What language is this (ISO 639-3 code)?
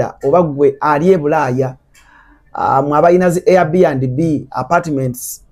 lug